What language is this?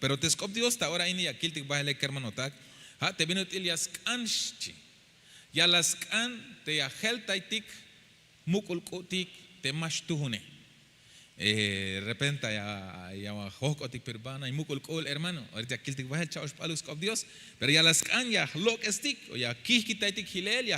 Tzeltal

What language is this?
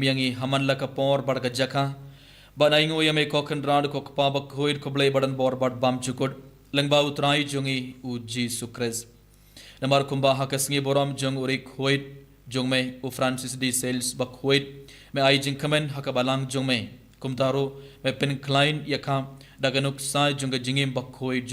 Khasi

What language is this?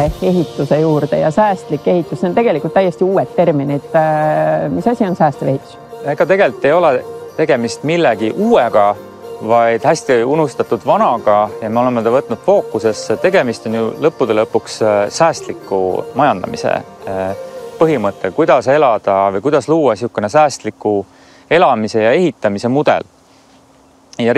Estonian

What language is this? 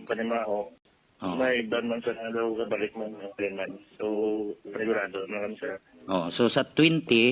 Hiligaynon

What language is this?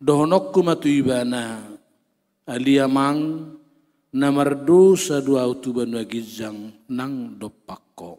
Batak Toba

